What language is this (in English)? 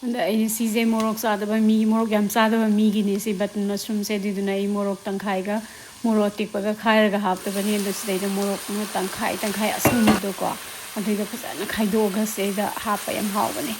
Manipuri